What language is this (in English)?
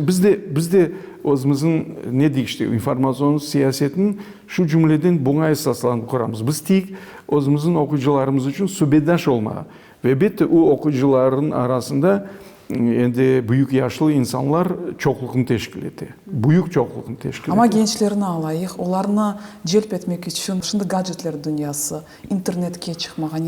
Crimean Tatar